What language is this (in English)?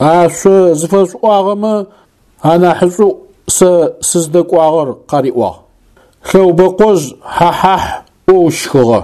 Adyghe